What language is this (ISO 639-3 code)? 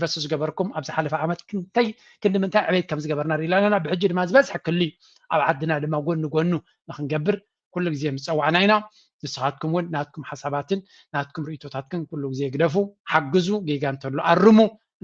tir